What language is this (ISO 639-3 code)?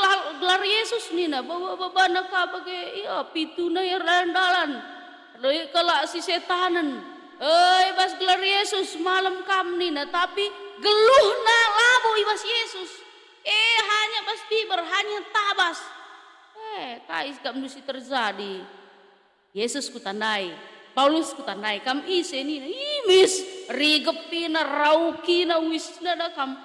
btx